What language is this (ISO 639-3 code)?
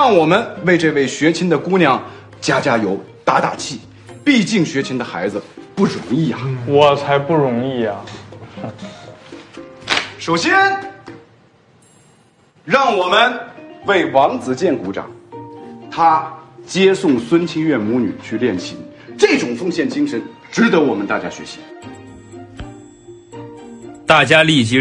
zho